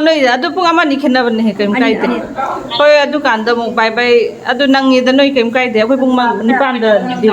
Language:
Manipuri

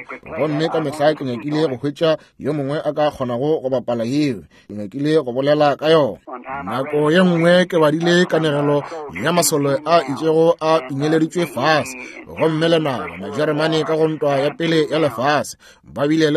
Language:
Northern Sotho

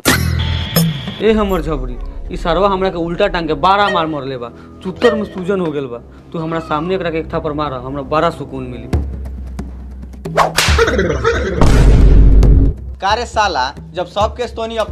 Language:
Bhojpuri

